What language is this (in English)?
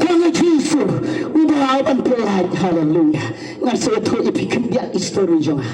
Khasi